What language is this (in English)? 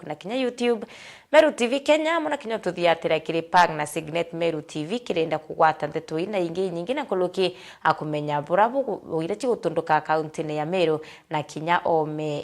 Meru